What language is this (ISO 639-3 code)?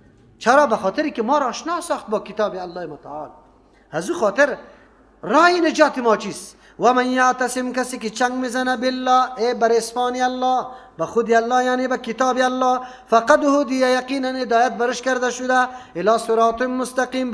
fas